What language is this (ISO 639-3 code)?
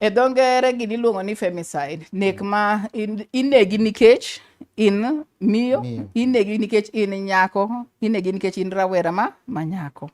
luo